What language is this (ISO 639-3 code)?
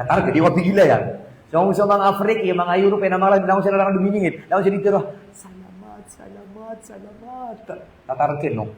mrw